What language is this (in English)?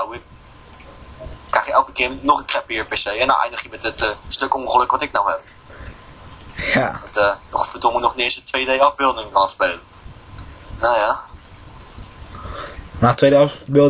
Dutch